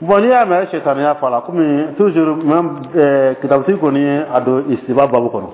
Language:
Dyula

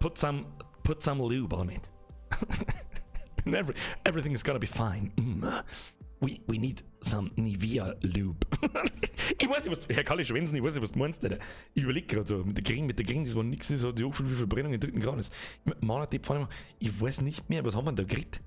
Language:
Bavarian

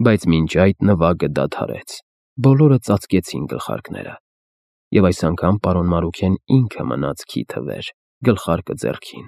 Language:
Armenian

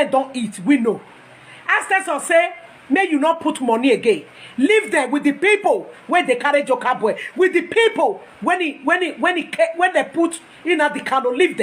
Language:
Nigerian Pidgin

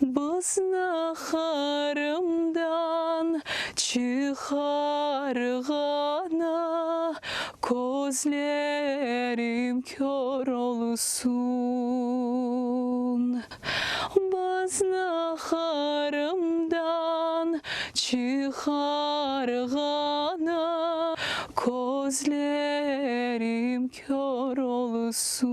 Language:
Crimean Tatar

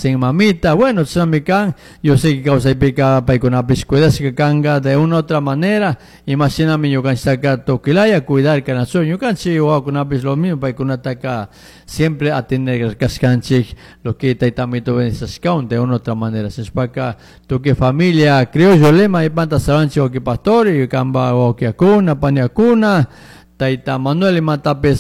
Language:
Chimborazo Highland Quichua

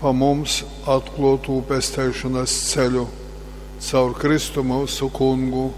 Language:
Latgalian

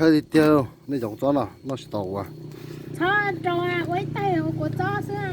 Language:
Hmong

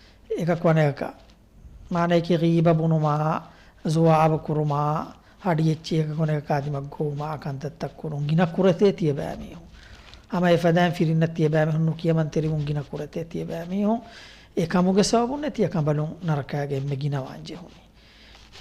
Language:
Divehi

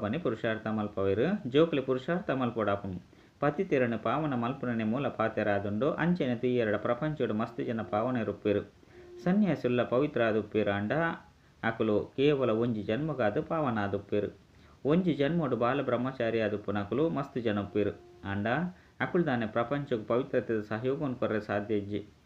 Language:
Tulu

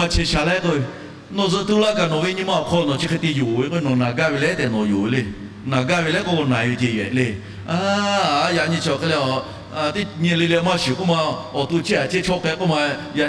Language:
Lahu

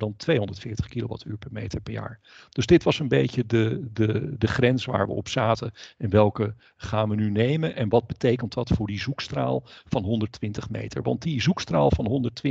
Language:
Dutch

